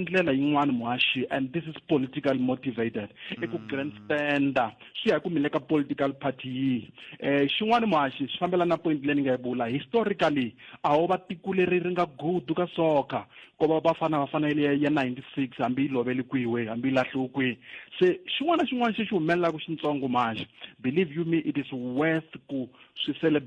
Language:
Tsonga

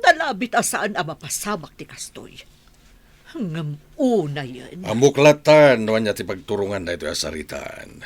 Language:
Iloko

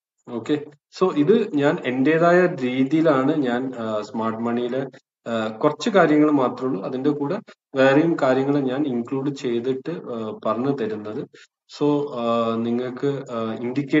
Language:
Malayalam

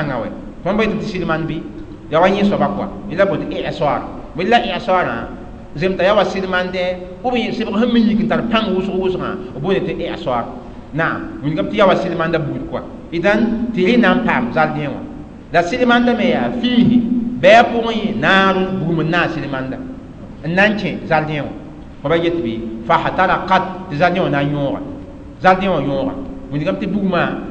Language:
Mossi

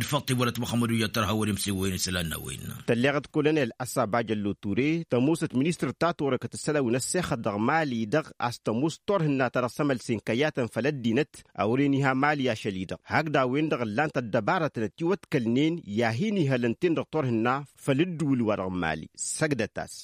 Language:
Tamasheq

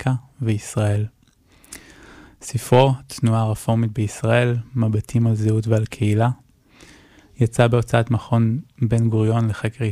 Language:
Hebrew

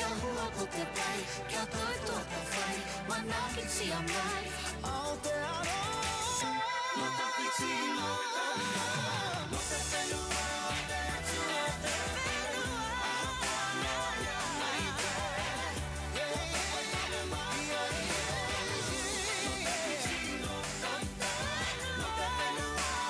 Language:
Māori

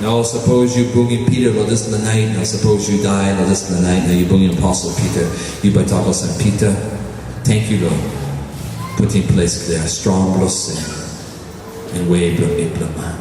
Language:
Tok Pisin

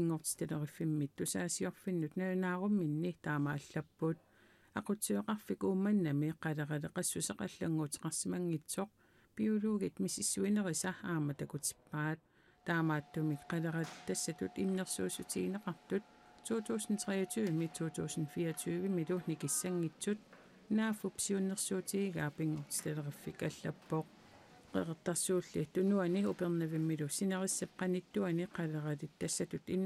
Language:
Kalaallisut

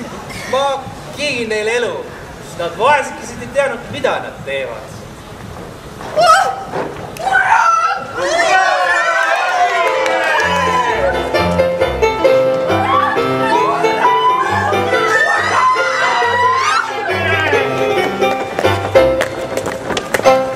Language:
Estonian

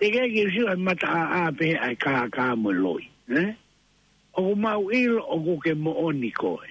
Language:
Tongan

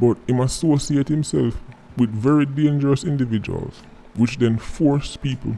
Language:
Jamaican Creole English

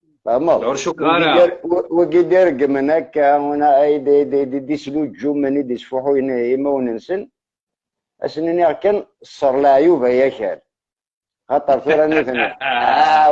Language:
Algerian Arabic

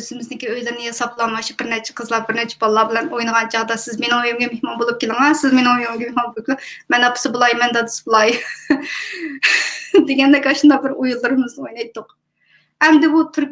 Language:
Uyghur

